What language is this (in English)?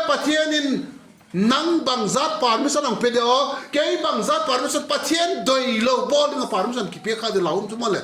Vaiphei